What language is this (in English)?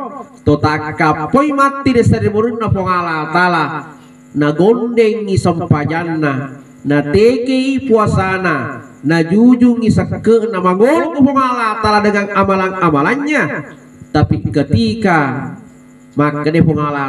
Buginese